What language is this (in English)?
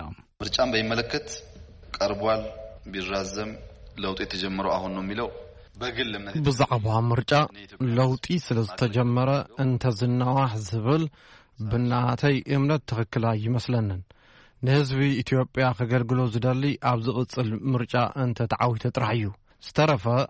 Tigrinya